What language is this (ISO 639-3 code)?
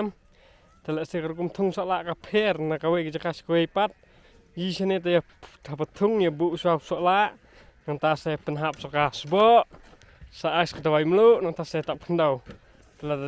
kha